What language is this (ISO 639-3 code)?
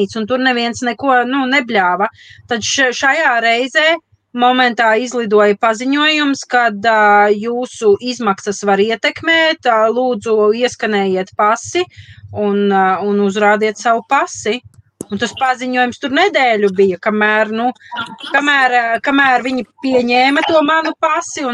lav